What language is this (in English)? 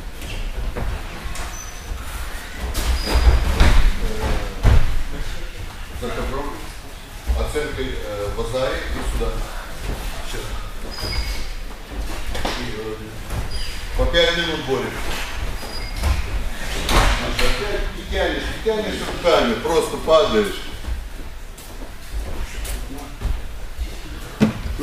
Russian